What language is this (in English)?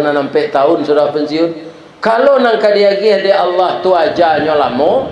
Minangkabau